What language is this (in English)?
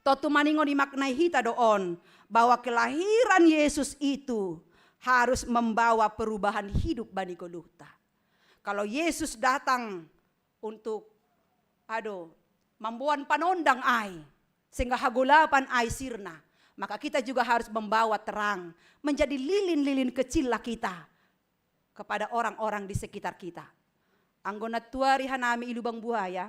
Batak Simalungun